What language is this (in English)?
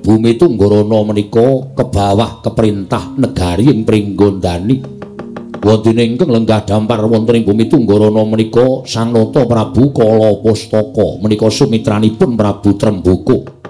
Javanese